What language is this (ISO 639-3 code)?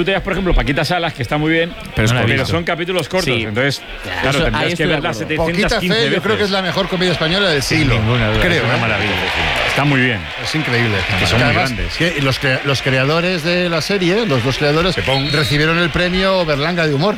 spa